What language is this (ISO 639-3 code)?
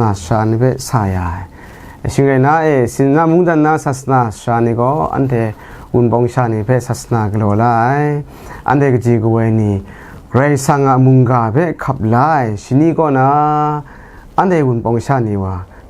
kac